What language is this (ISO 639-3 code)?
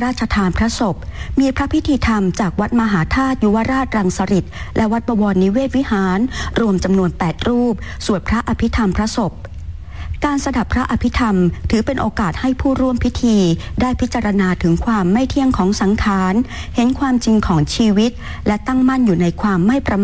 tha